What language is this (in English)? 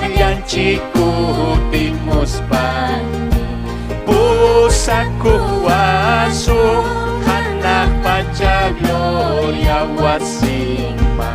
Ayacucho Quechua